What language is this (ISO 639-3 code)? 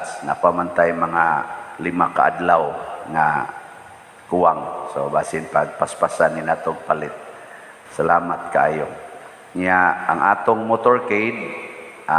ceb